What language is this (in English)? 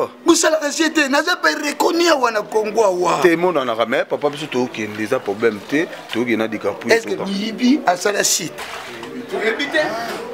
Lingala